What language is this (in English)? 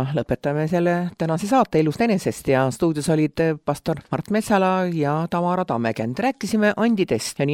Estonian